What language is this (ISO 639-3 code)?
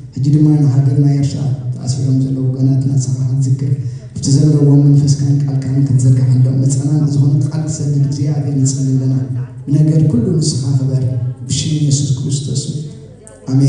tir